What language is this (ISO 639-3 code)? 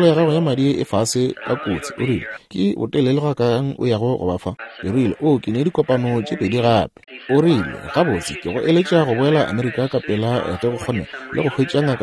nso